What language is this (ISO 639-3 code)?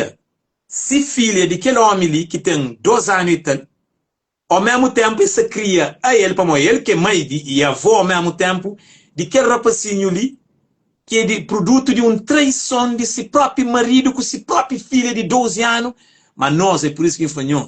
kea